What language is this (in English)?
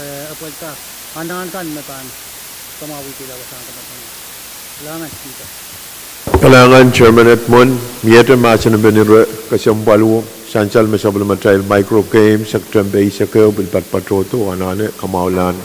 Pohnpeian